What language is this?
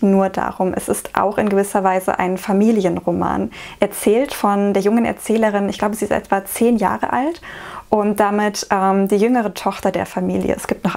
German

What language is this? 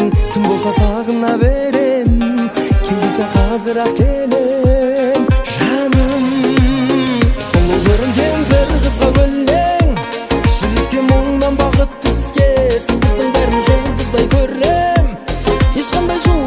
Kazakh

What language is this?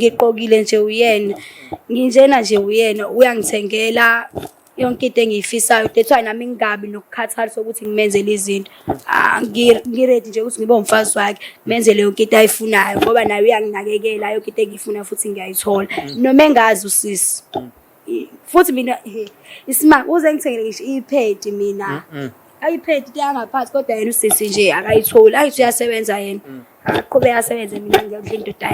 Zulu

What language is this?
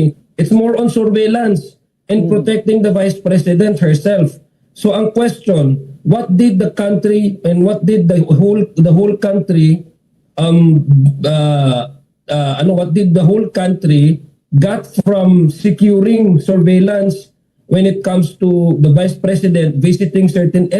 Waray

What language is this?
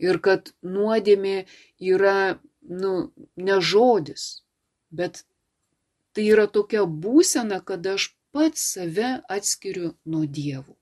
Lithuanian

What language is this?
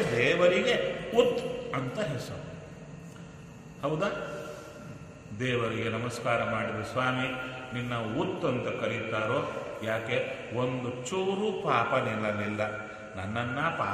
Kannada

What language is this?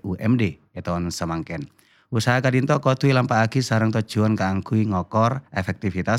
Madurese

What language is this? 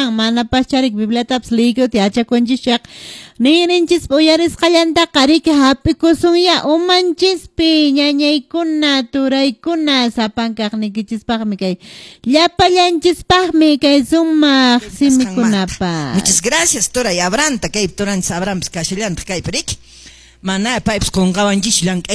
Quechua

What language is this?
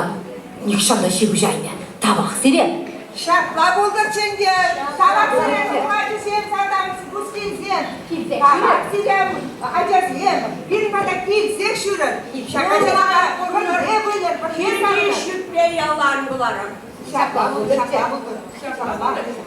Chuvash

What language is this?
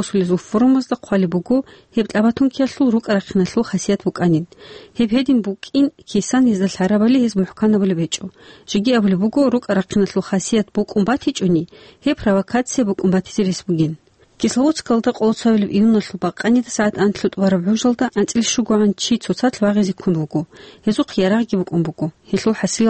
Avaric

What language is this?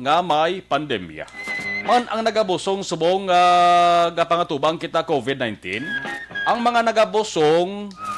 Hiligaynon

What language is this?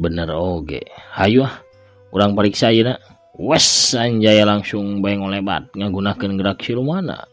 Sundanese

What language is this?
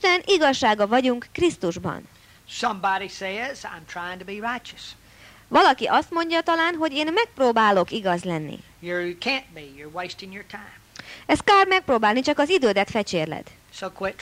Hungarian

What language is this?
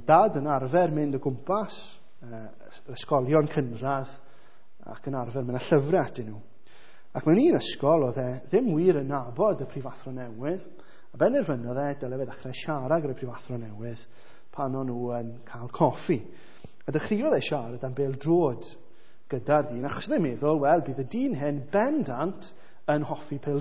Welsh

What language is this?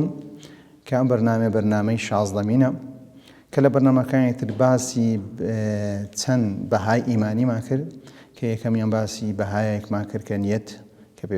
Central Kurdish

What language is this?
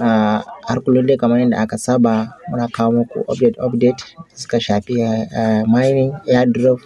Hausa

